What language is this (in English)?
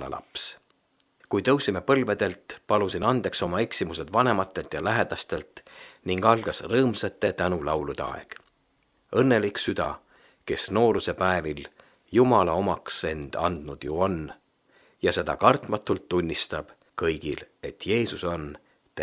Estonian